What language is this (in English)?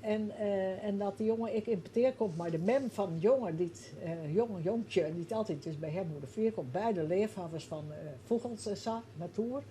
Western Frisian